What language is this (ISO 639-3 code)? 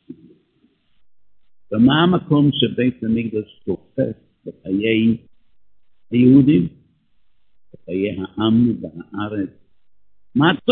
heb